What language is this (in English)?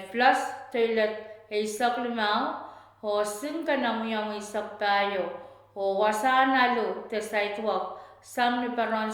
Pohnpeian